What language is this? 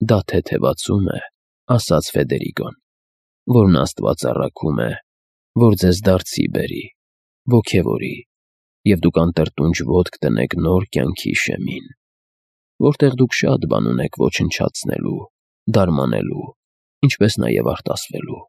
Armenian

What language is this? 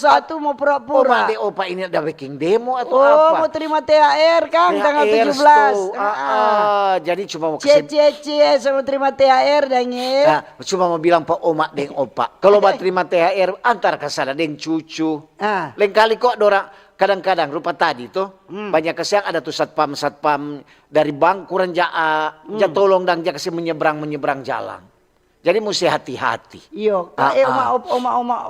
Manado Malay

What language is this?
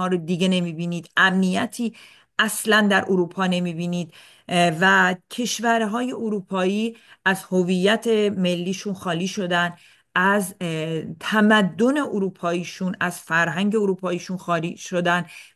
Persian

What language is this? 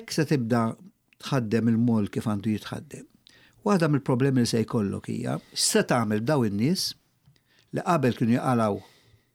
Maltese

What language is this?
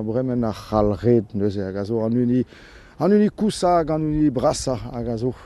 Breton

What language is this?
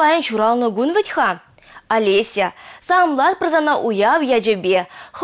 Chuvash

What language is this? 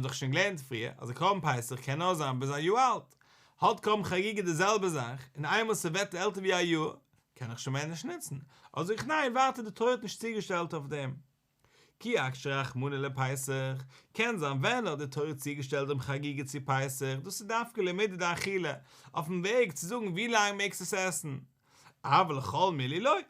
Yiddish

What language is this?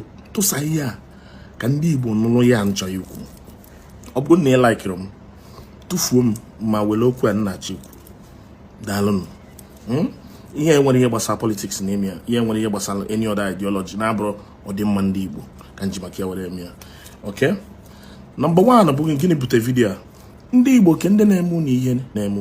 Igbo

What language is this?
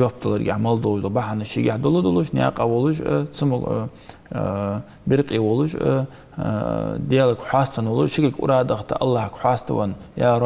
Ingush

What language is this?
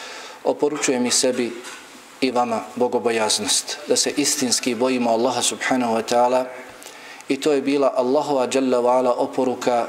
Bosnian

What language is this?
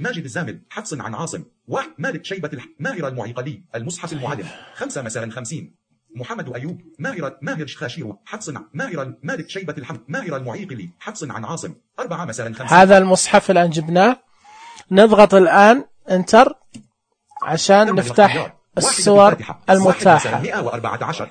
Najdi Arabic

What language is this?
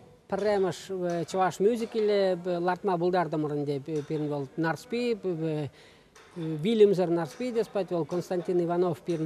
Chuvash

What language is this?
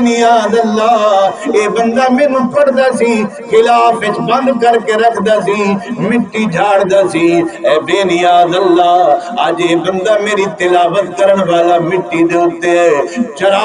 Saraiki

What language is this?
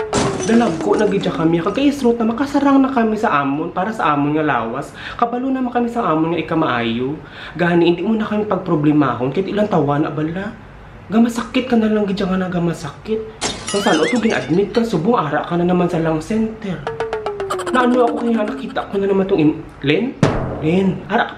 Hiligaynon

